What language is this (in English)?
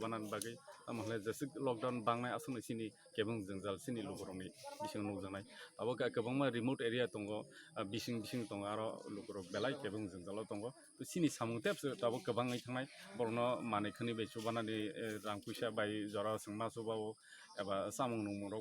Kok Borok